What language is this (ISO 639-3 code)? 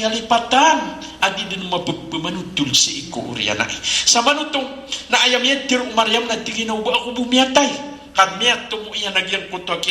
mrw